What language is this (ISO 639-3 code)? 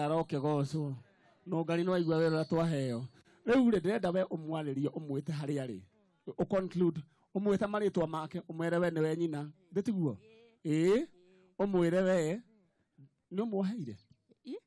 kik